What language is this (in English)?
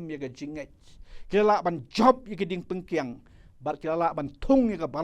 Khasi